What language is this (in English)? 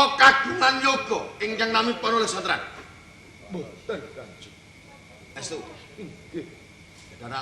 Javanese